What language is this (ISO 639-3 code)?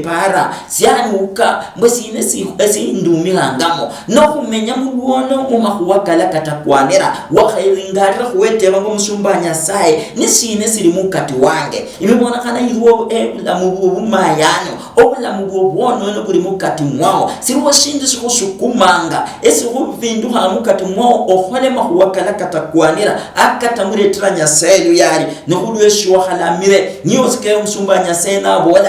luy